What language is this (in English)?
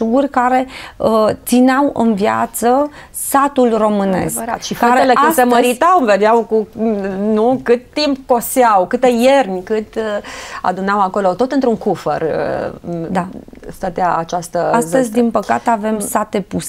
Romanian